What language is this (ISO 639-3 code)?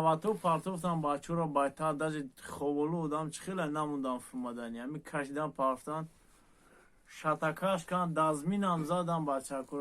tgk